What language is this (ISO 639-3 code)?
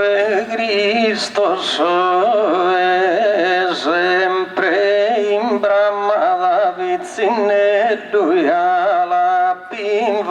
srd